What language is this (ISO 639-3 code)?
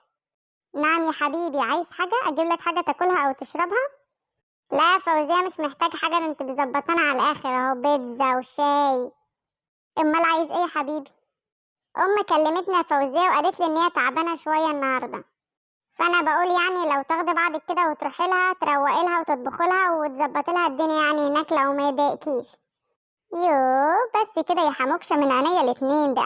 arz